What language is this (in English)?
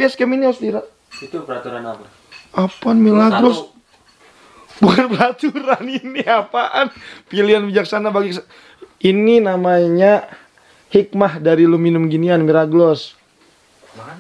Betawi